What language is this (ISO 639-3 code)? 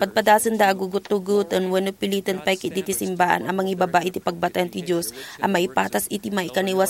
ilo